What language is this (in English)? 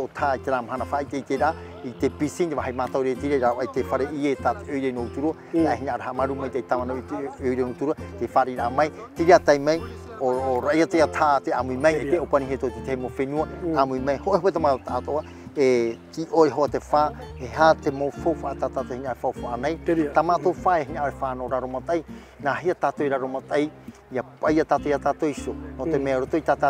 Tahitian